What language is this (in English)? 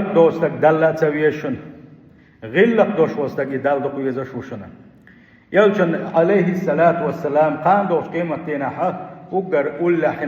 Chechen